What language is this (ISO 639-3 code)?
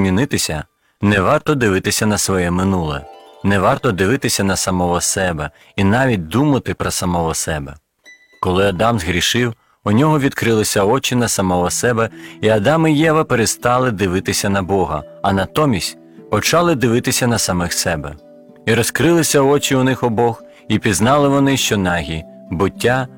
ukr